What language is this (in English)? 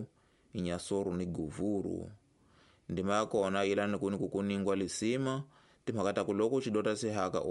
Tsonga